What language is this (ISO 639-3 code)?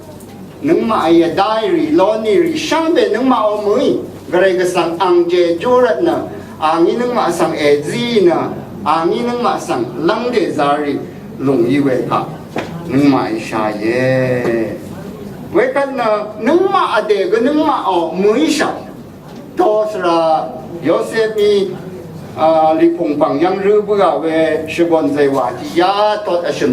raw